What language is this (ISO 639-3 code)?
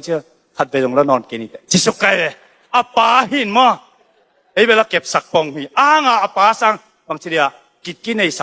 ctd